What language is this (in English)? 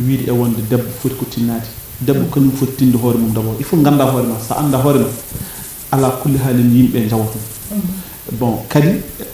Fula